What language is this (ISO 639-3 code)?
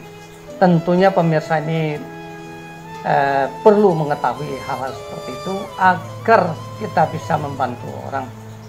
ind